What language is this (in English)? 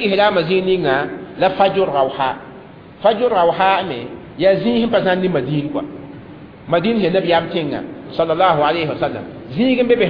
Mossi